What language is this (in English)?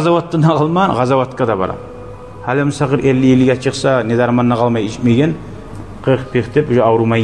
Kumyk